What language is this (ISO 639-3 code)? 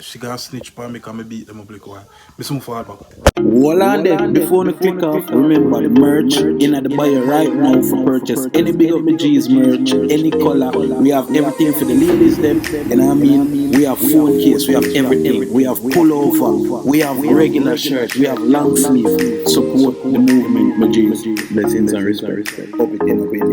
jam